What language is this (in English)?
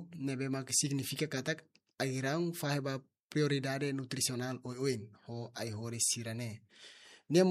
Tetum